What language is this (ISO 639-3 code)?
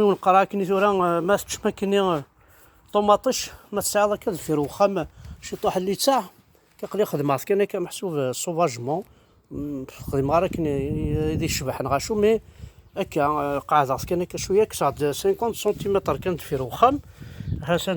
kab